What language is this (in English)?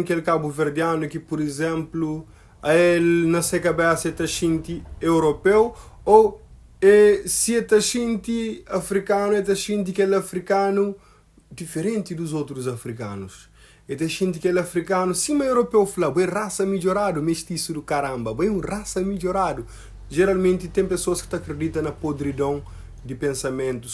Kabuverdianu